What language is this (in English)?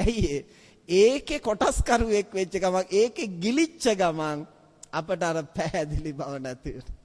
Sinhala